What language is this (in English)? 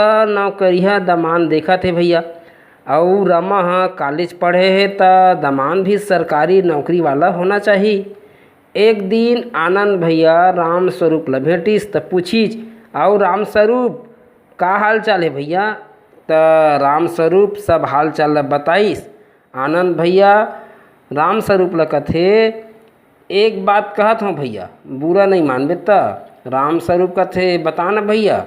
Chhattisgarhi